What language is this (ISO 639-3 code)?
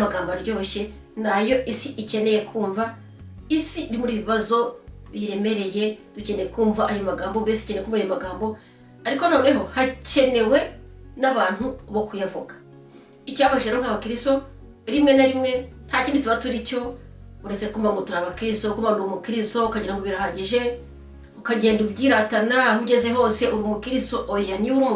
kin